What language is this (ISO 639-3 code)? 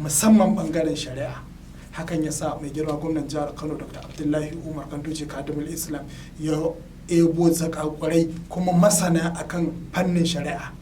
hau